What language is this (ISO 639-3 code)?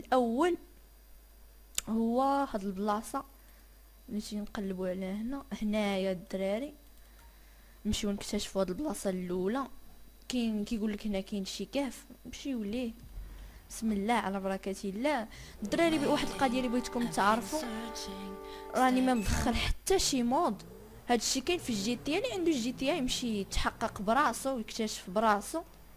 ary